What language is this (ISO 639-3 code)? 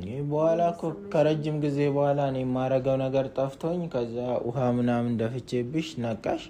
amh